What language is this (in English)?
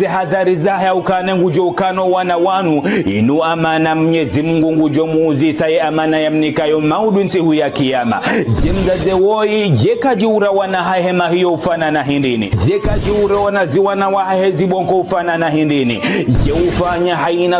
Ngazidja Comorian